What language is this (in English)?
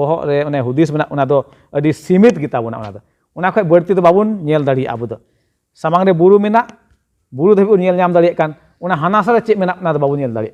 Santali